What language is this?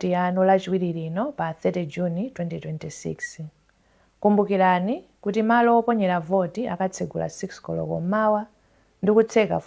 Nyanja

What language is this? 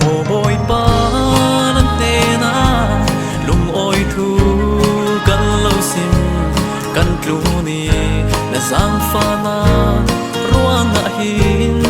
Falam Chin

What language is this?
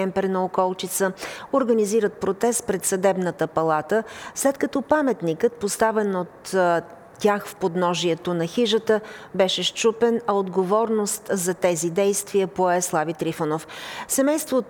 Bulgarian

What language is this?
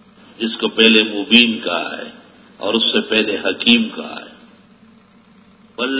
Urdu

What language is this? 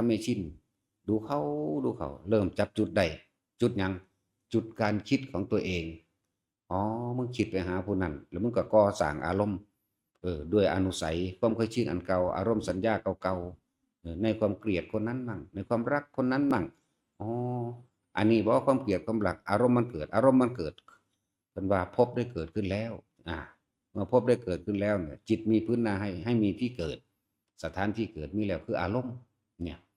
Northeastern Thai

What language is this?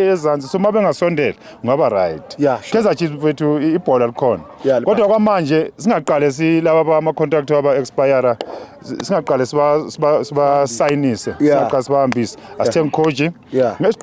Zulu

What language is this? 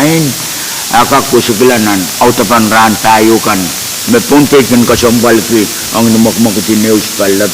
Pohnpeian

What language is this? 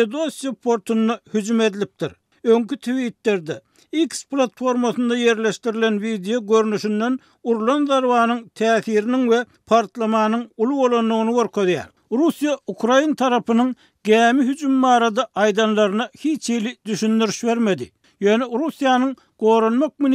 Turkmen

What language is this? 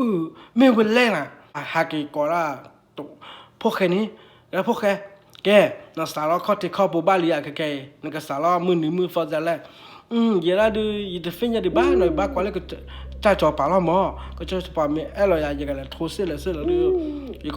S'gaw Karen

